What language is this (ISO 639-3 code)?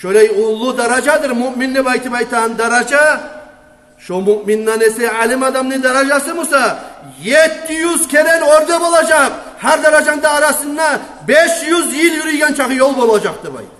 kum